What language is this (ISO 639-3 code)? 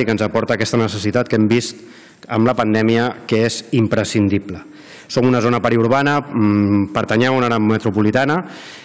cat